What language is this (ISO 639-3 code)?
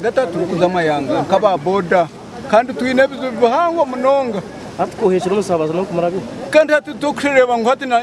nyn